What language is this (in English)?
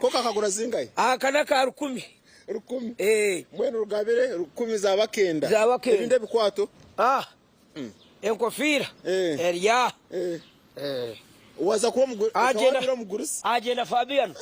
Nyankole